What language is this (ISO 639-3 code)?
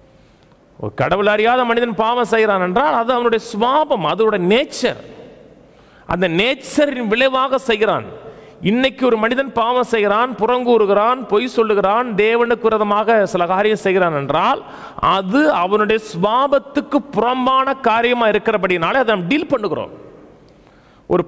tam